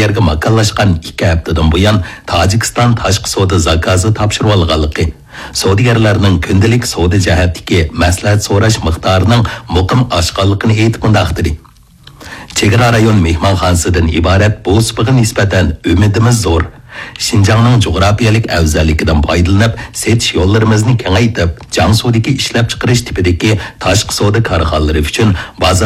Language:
Uyghur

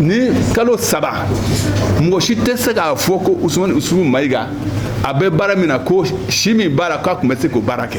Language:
Bambara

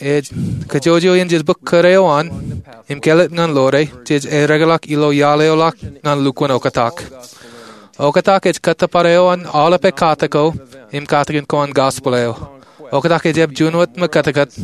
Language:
Marshallese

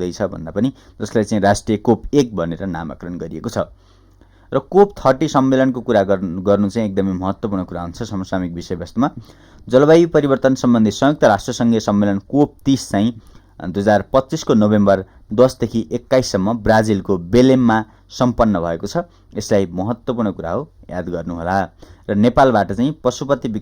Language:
Nepali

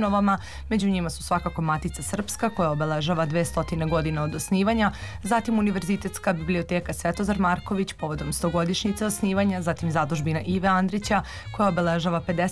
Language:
Serbian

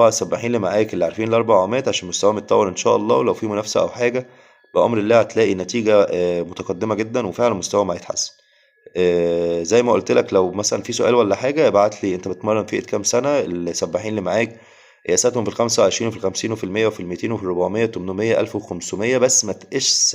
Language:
Egyptian Arabic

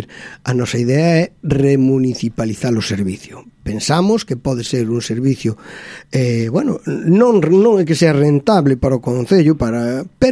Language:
Galician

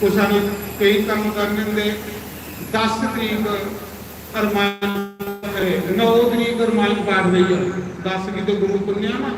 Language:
Dogri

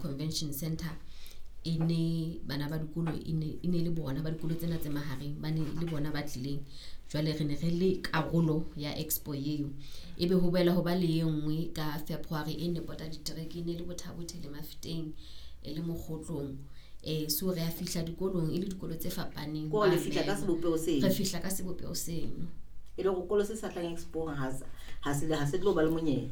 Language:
Southern Sotho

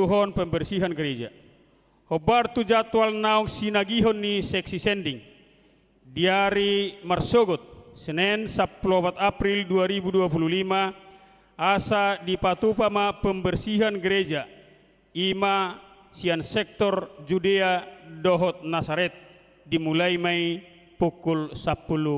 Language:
Batak Toba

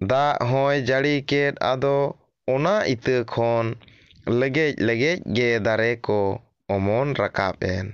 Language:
Santali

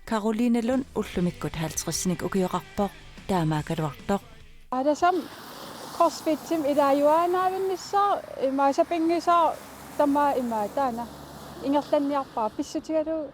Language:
Kalaallisut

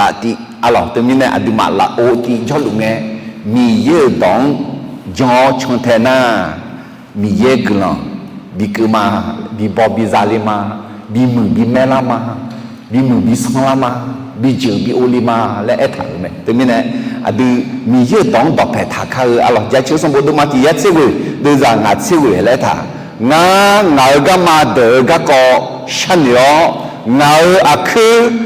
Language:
Akha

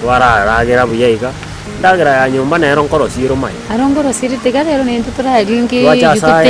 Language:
Gusii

